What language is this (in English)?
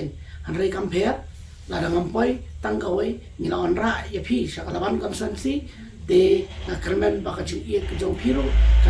Khasi